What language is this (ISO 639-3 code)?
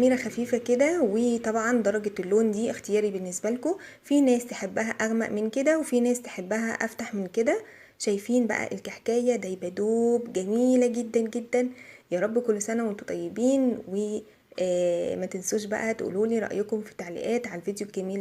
arz